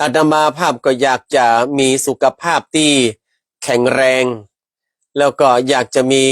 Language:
Northern Thai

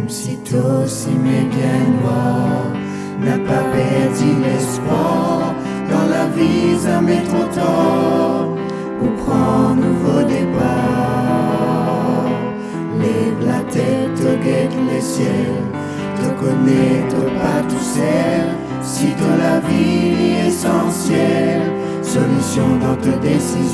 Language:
Morisyen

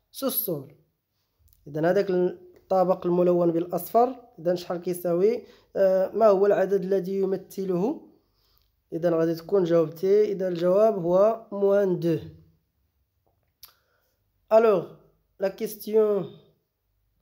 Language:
Moroccan Arabic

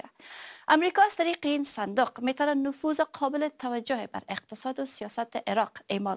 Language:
Persian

